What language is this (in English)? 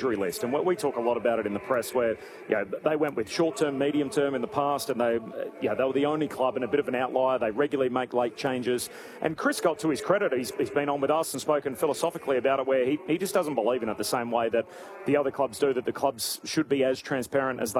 English